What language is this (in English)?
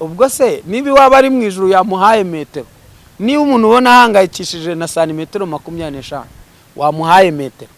Kinyarwanda